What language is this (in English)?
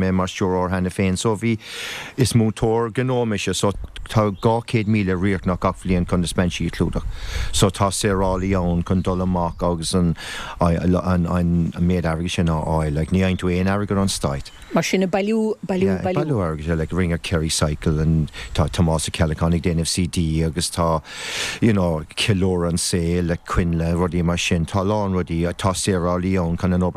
Irish